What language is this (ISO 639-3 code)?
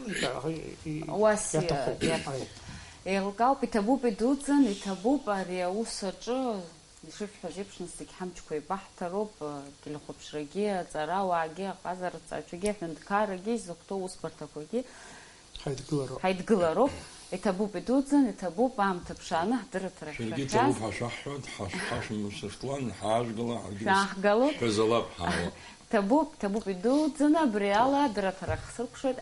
abk